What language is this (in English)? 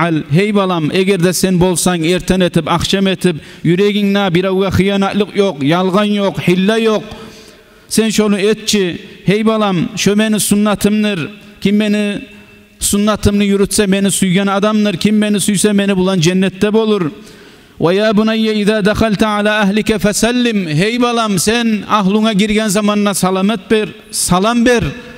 Kumyk